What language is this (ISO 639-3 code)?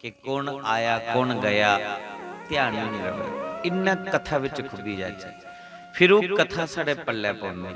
doi